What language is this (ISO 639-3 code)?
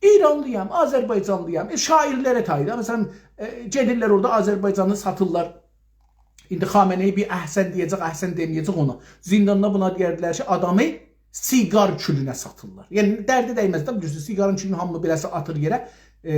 azb